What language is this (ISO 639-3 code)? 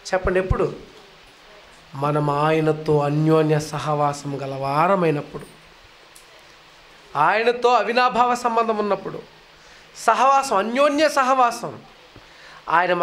tel